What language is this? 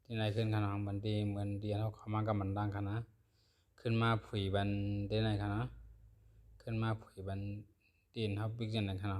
Shan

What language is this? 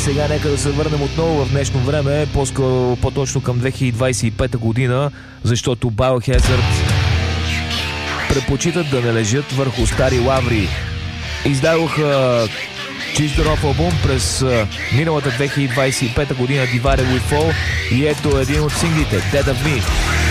Bulgarian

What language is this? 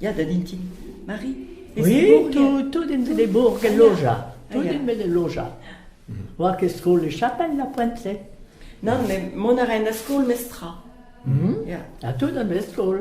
Breton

